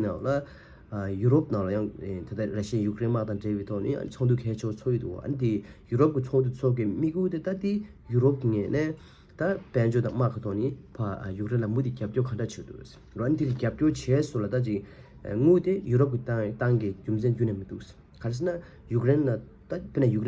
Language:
Tibetan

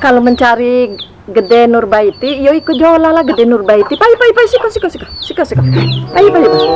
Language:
Musi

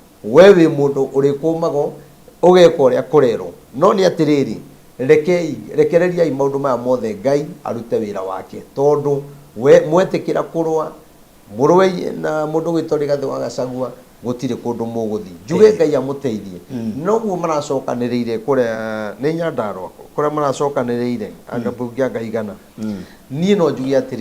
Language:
Kikuyu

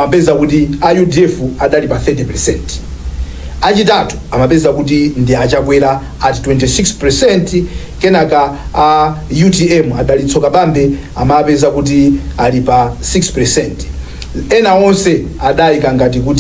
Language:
Nyanja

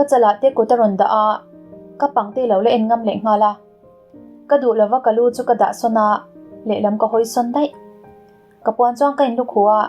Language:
Mizo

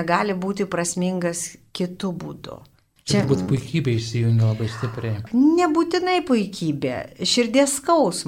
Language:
Lithuanian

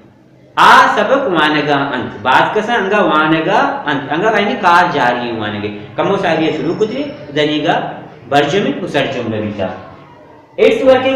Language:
Baluchi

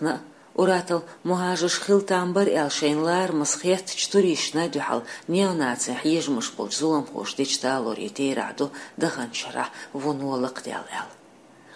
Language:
Chechen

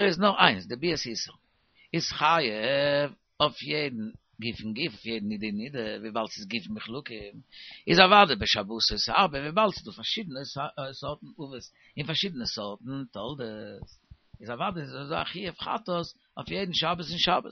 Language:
Yiddish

